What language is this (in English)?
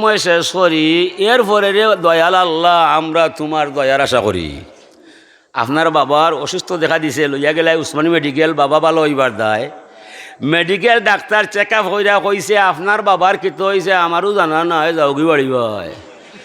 Sylheti